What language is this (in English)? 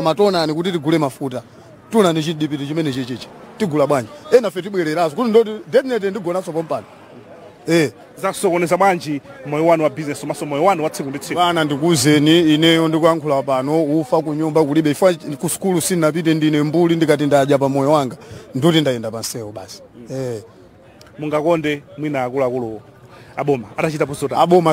Nyanja